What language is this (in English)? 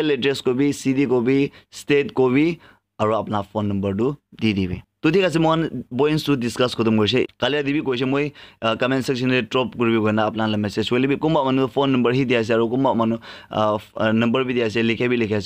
Naga Pidgin